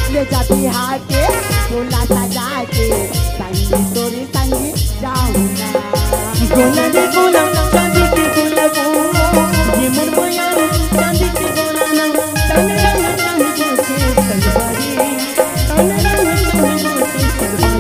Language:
Chhattisgarhi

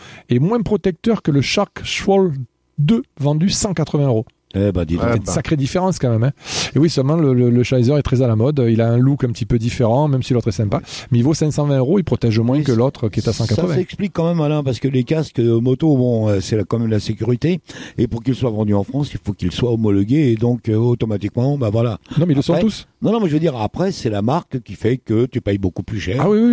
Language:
French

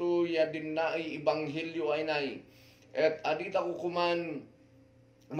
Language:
Kankanaey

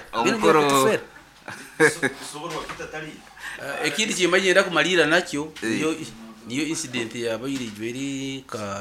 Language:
Nyoro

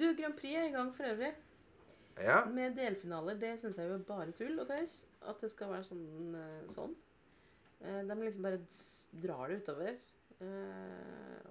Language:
Norwegian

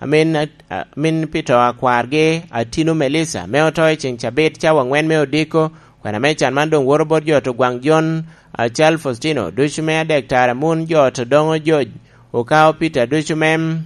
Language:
Lango (Uganda)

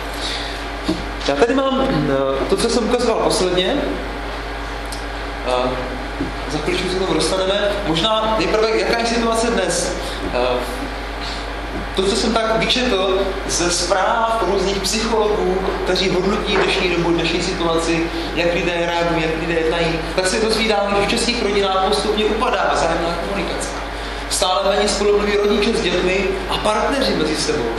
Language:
Czech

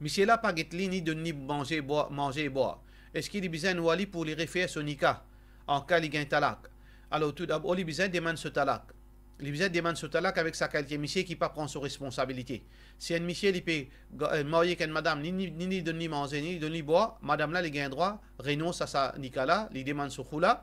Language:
Morisyen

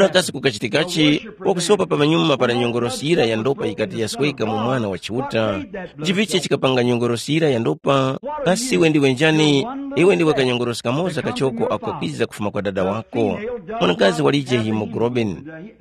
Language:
Tumbuka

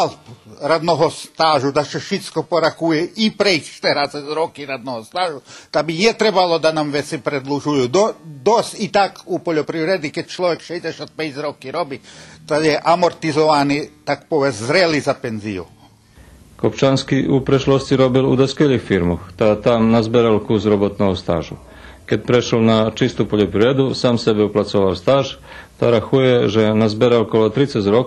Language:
Rusyn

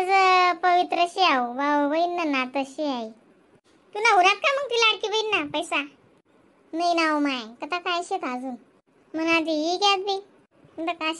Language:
Khandesi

